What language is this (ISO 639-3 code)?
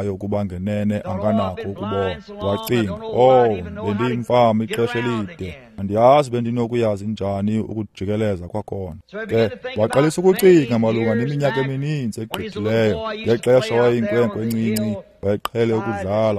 xho